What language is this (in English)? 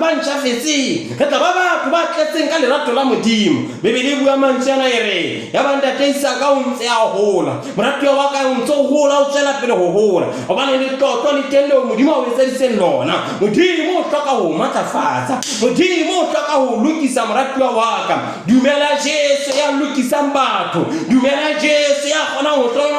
Southern Sotho